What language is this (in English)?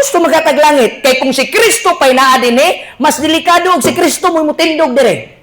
Cebuano